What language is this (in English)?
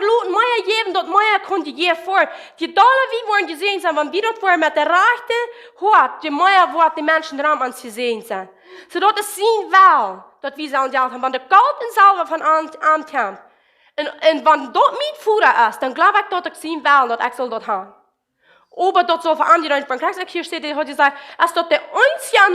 Plautdietsch